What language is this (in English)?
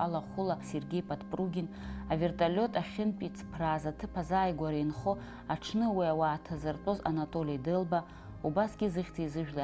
Abkhazian